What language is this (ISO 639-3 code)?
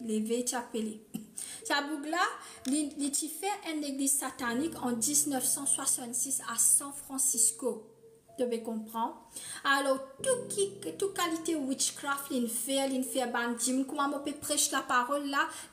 mfe